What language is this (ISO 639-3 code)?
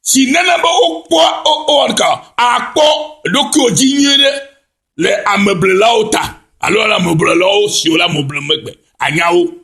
ewe